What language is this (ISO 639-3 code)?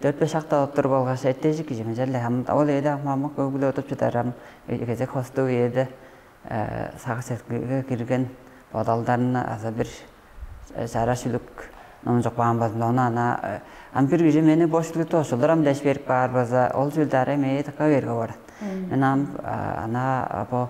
tyv